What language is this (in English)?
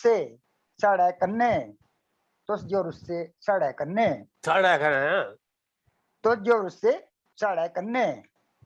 Dogri